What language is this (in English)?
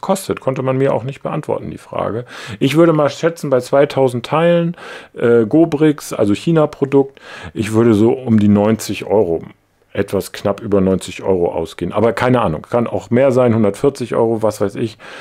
German